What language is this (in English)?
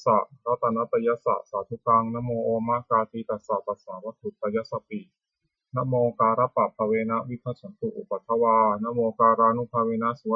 Pali